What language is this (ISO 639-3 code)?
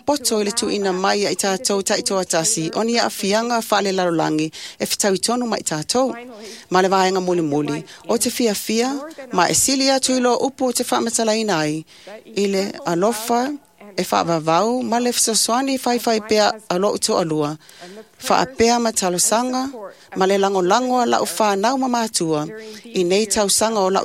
smo